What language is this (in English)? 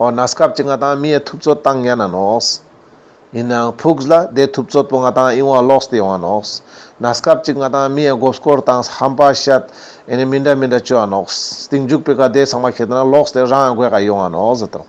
Ladakhi